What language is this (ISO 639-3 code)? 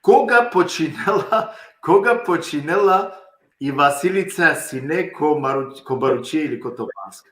rmn